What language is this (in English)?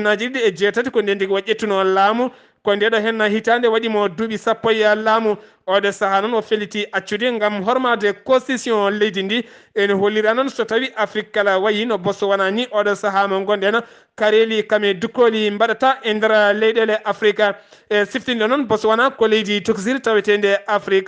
Fula